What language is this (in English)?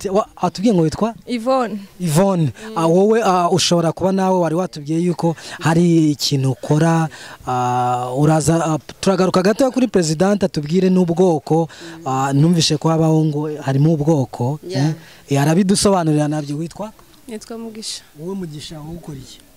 Kinyarwanda